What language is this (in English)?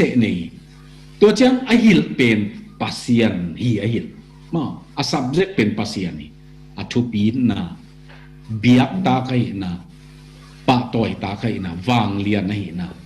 Tedim Chin